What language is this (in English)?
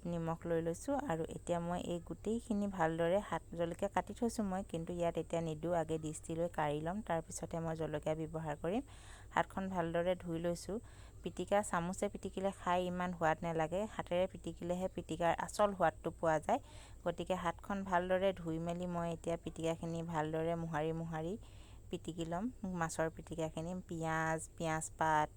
Assamese